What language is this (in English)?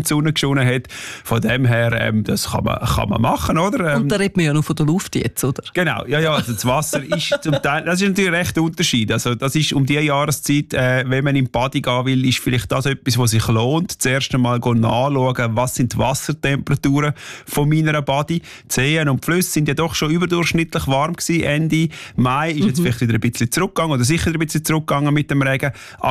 German